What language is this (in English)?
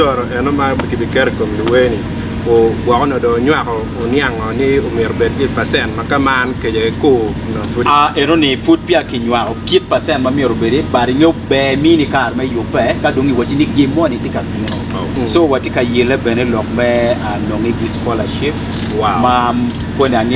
Acoli